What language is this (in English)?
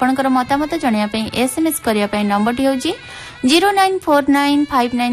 Odia